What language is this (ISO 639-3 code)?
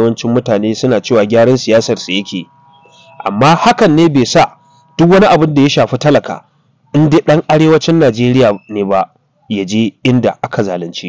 hau